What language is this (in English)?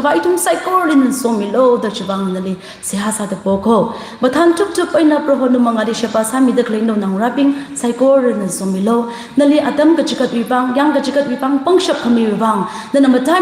Tangkhul Naga (India)